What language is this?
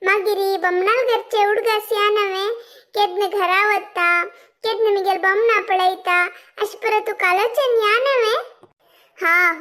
Konkani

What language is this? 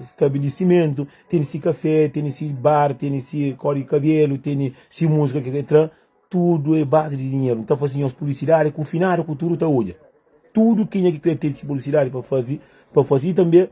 Kabuverdianu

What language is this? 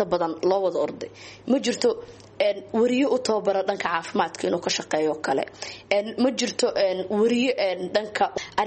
Somali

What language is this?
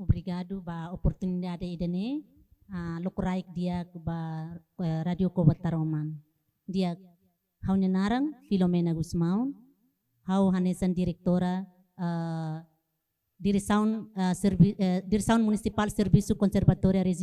Tetum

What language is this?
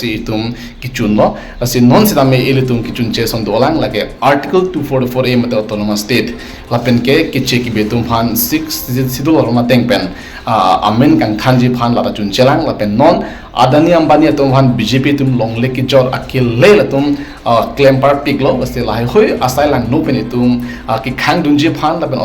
Karbi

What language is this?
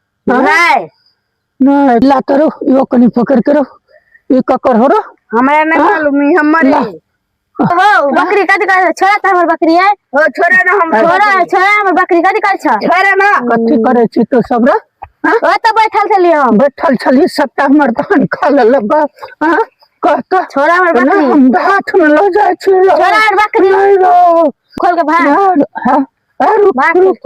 Maithili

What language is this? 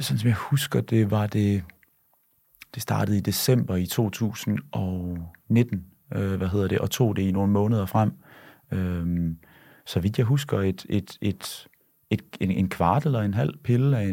Danish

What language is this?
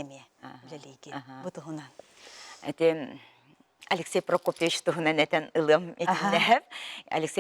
Yakut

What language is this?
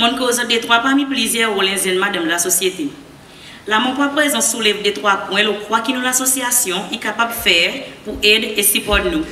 Seselwa Creole French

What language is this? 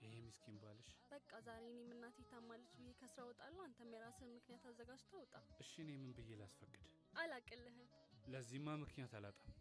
Amharic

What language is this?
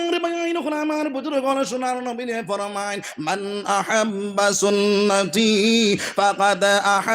Sylheti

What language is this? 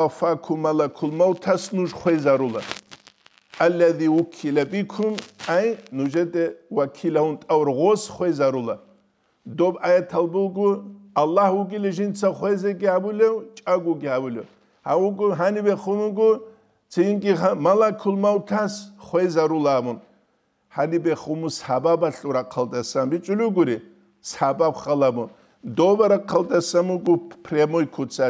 Avaric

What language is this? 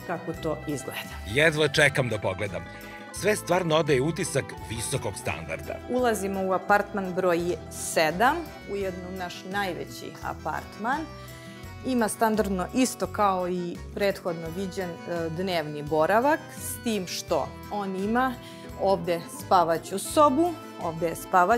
Serbian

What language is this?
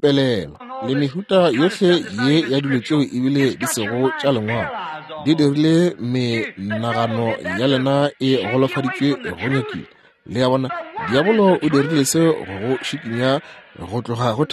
Northern Sotho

